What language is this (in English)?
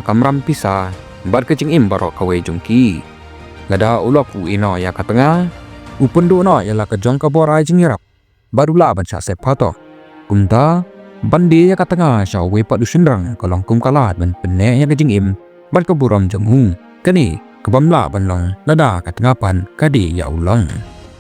Khasi